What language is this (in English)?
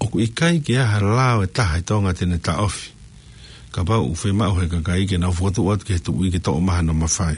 Tongan